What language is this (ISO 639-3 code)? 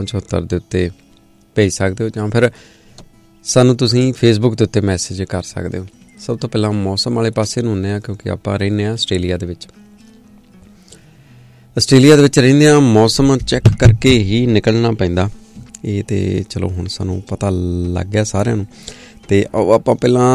pan